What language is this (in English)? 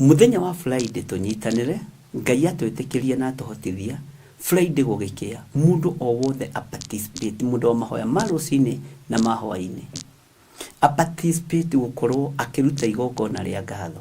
Kikuyu